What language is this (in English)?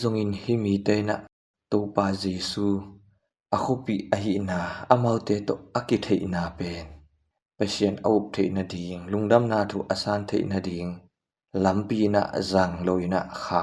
Tedim Chin